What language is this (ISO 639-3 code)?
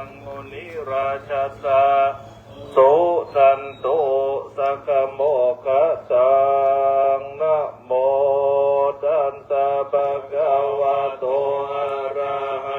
pli